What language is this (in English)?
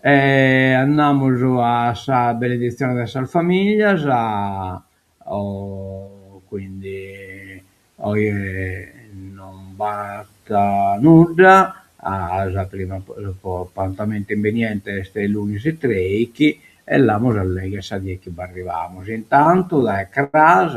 Sardinian